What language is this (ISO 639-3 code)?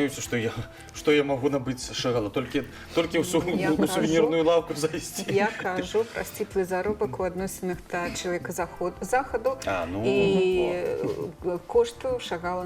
bel